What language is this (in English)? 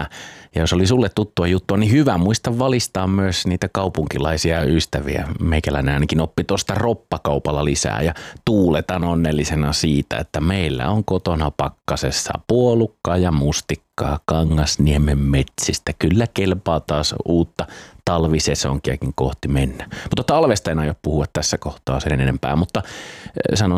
Finnish